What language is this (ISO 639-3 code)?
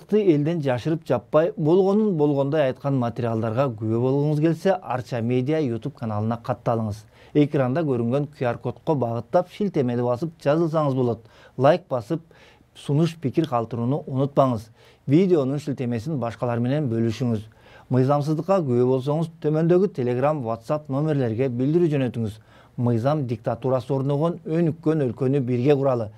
kir